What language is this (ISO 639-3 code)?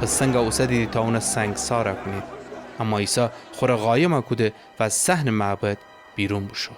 glk